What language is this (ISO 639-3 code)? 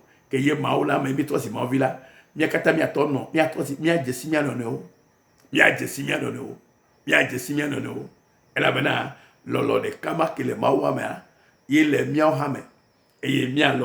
ewe